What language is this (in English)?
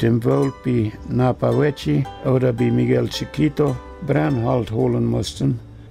Plautdietsch